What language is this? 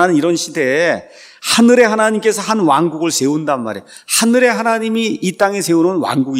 Korean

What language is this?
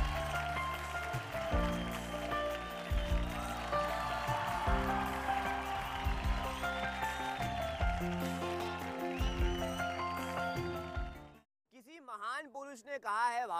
Hindi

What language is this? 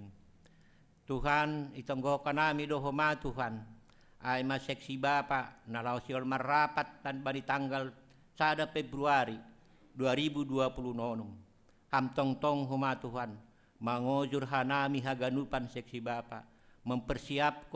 Batak Simalungun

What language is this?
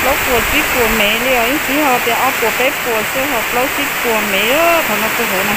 Hmong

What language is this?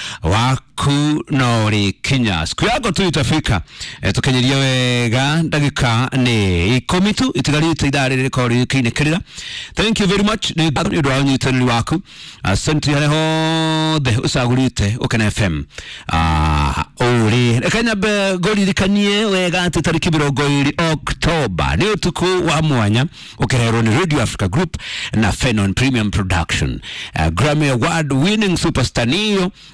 Kikuyu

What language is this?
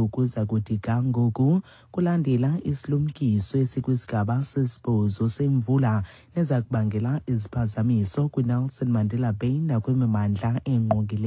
Xhosa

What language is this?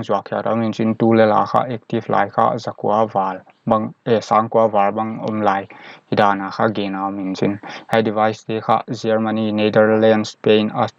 Paite Chin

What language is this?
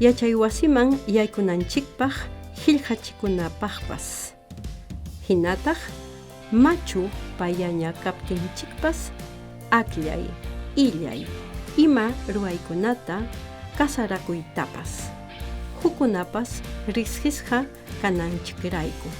Quechua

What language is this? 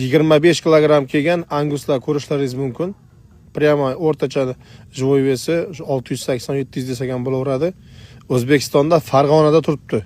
Uzbek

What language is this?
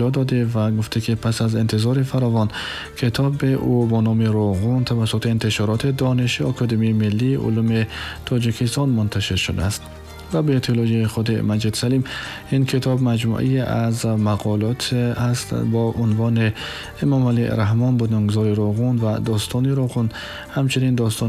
Tajik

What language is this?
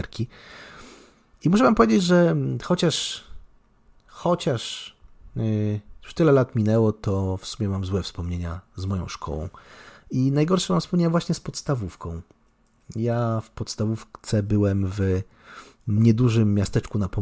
Polish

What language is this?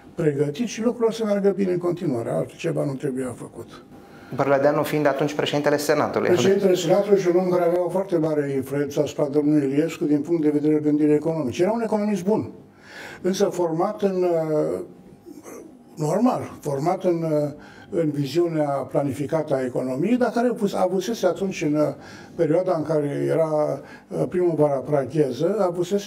Romanian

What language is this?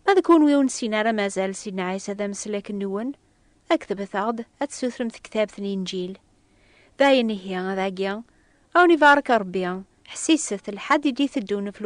Kabyle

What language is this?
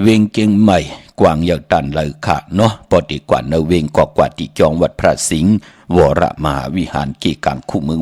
Shan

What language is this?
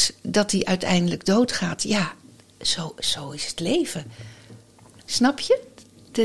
Dutch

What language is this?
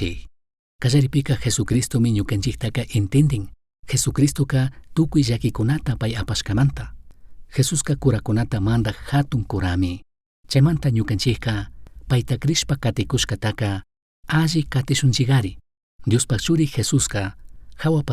Chimborazo Highland Quichua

